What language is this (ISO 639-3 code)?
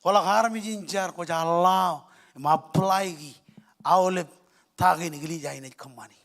mah